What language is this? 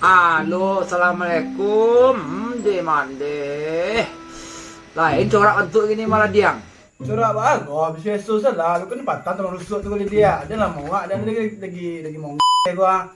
Minangkabau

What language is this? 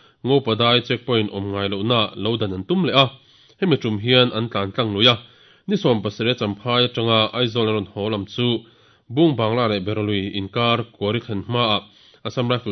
Mizo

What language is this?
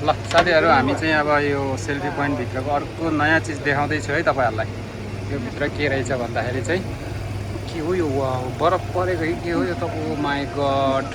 Nepali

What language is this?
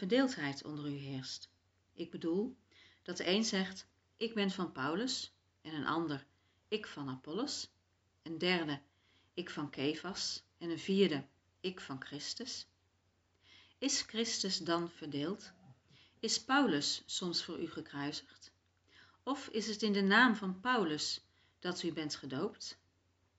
Dutch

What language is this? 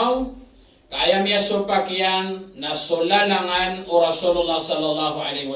Maranao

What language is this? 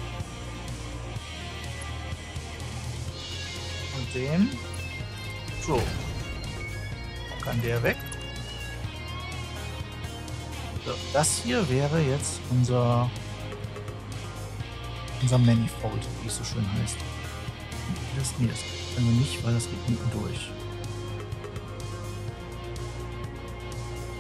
German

